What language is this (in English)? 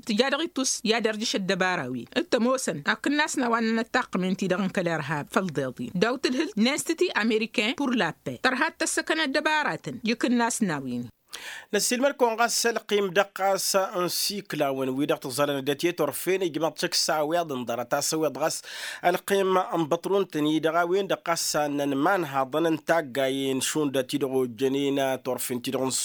Tamasheq